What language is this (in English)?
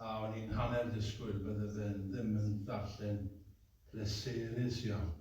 Welsh